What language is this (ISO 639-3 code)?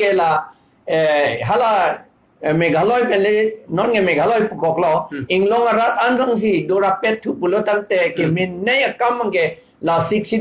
mjw